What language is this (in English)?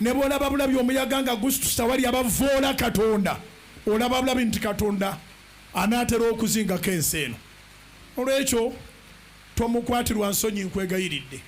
Ganda